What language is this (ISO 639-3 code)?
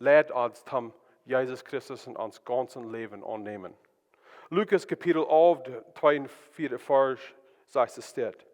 pdt